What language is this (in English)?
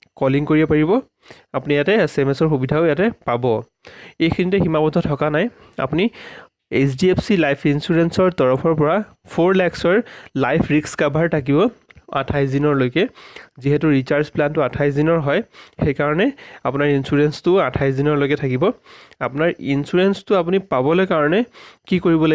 Assamese